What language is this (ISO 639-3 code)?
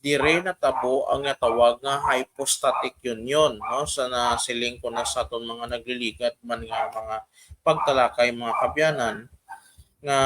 hil